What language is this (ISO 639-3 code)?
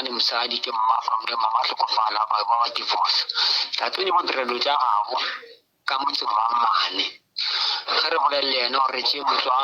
nso